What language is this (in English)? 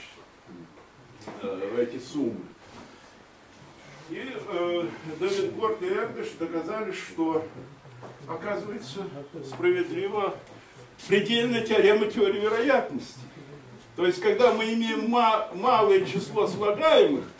Russian